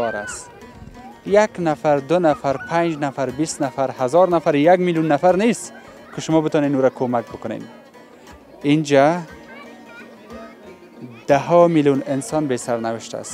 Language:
Persian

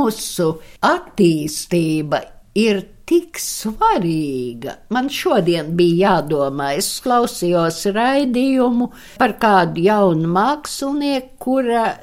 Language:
Latvian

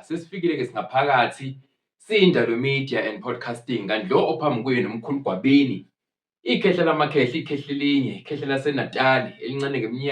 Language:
Zulu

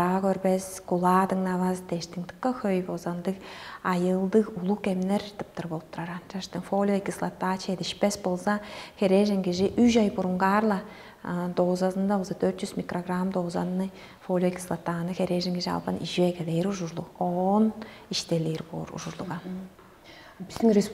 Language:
Tuvinian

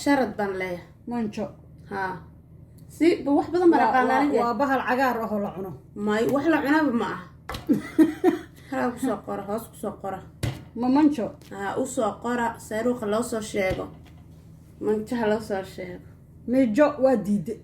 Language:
Somali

